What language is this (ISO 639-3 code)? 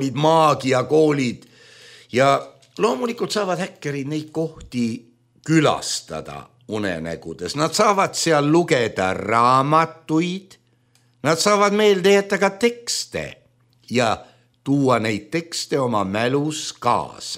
est